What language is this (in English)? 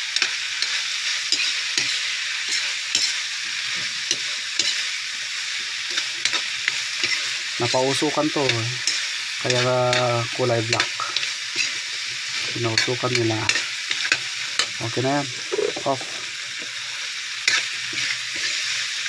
Filipino